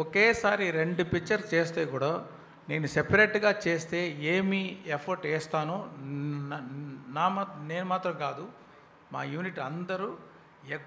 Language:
Telugu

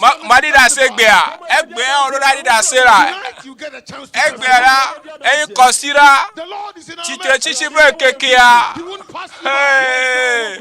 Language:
Ewe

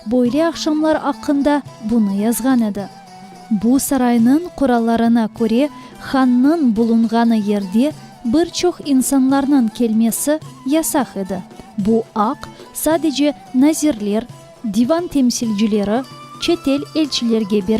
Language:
Crimean Tatar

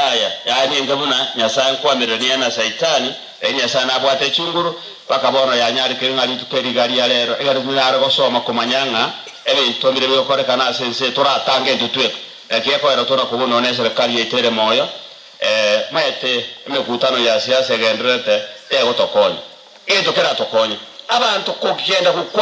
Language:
Gusii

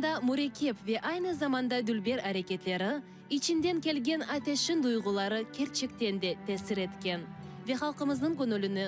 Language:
Crimean Tatar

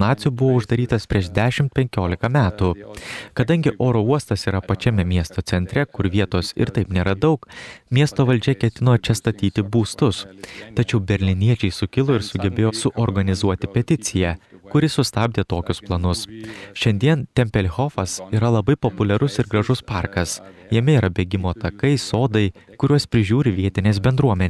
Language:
Lithuanian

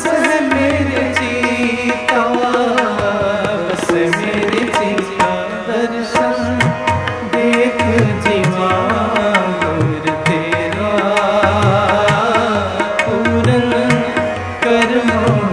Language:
Punjabi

